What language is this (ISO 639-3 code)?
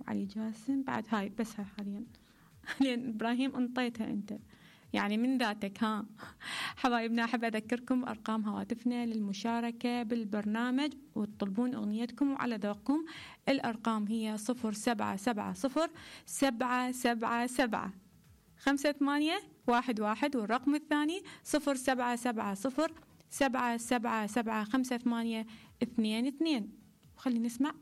acm